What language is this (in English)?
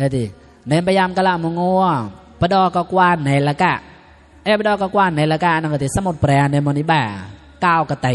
Mon